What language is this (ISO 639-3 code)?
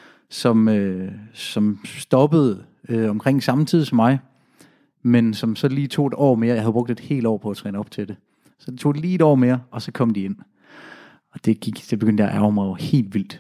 dan